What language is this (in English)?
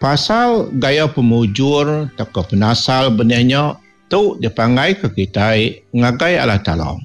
Iban